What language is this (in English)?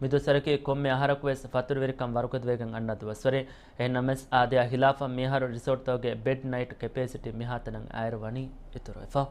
Divehi